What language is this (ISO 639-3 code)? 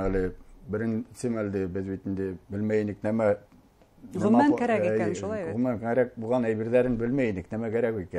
bak